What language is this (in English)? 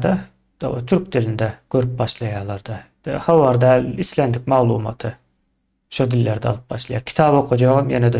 Turkmen